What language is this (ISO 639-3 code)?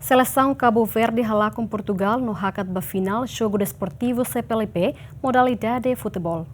tet